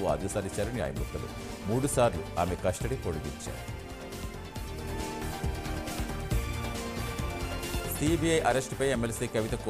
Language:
Telugu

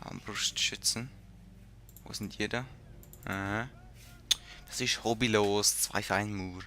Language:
Swiss German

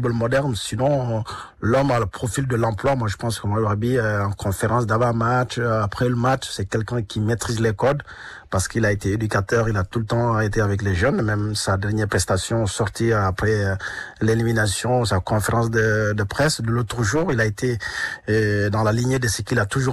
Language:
French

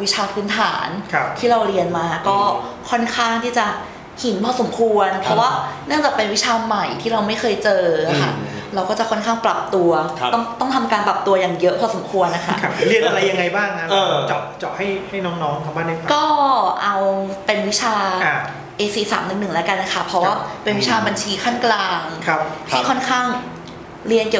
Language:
Thai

